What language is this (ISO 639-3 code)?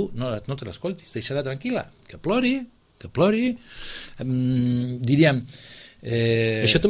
cat